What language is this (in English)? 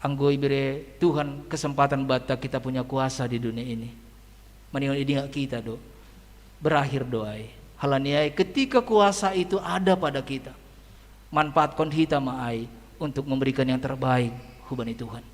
Batak Simalungun